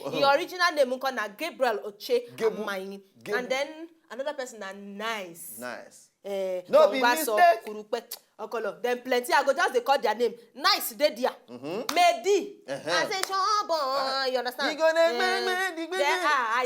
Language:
Nigerian Pidgin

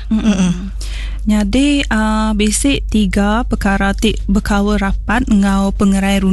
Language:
Iban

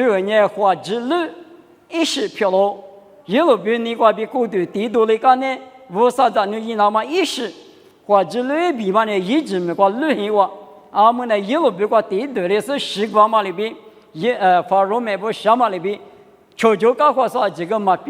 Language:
Lisu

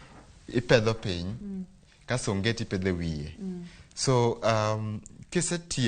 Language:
Luo (Kenya and Tanzania)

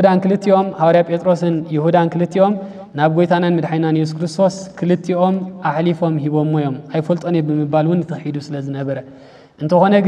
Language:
Tigrinya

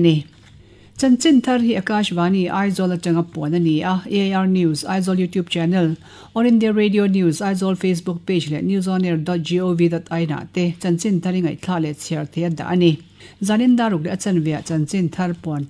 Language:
Mizo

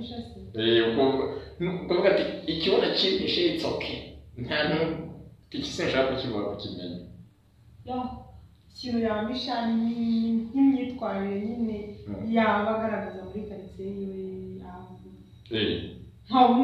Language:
Kinyarwanda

